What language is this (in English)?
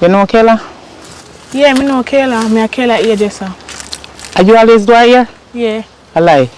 Jamaican Creole English